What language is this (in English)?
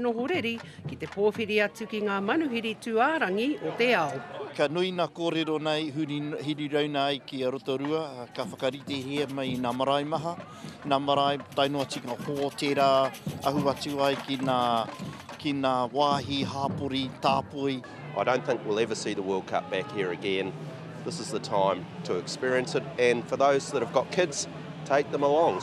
Māori